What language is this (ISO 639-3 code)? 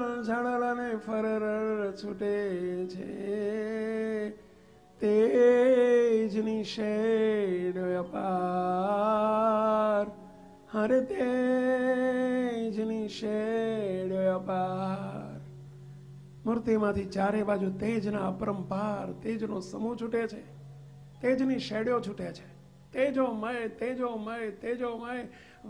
guj